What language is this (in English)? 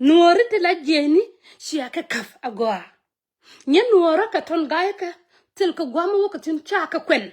Nuer